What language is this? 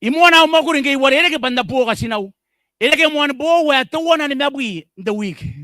Gilbertese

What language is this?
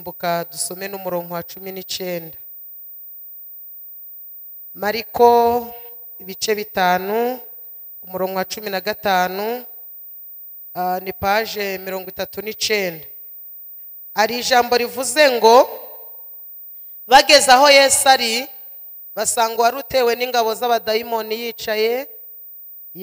Kinyarwanda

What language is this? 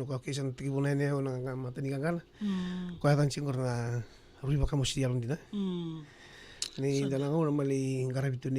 Fijian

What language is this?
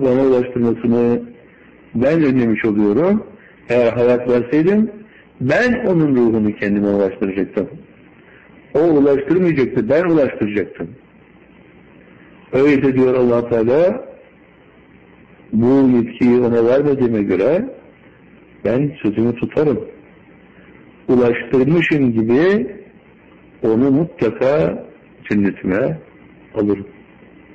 Turkish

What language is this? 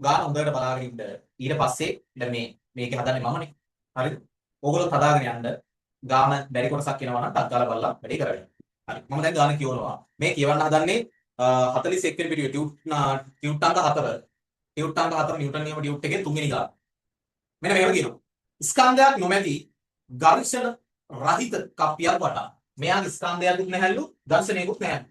Sinhala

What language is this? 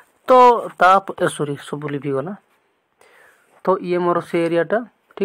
Odia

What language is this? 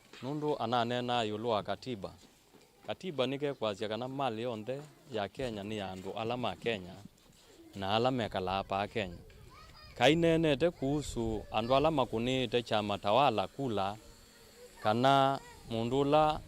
Kamba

